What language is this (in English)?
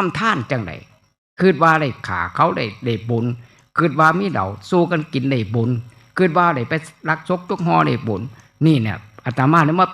Northeastern Thai